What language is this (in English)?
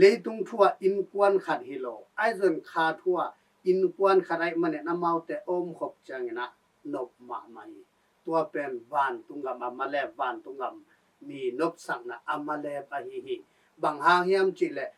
Tedim Chin